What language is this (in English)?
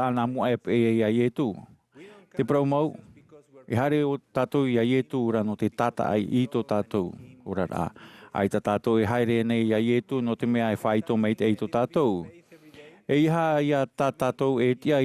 Tahitian